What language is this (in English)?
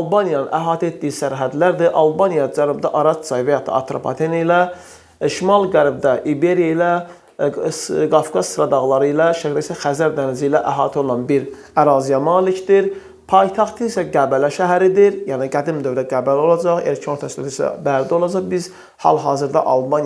Azerbaijani